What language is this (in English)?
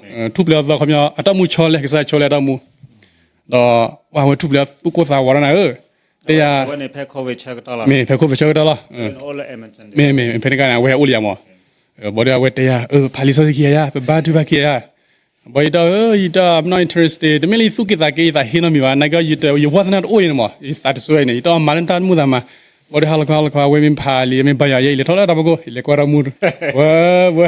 S'gaw Karen